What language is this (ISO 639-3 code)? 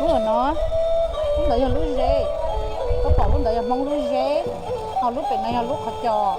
hmn